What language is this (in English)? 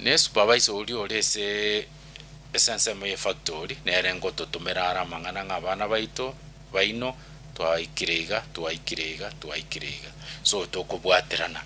Gusii